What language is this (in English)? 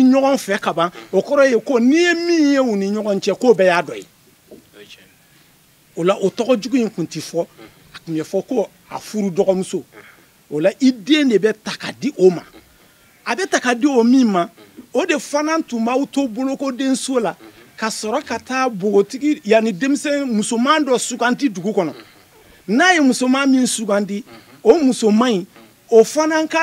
Bambara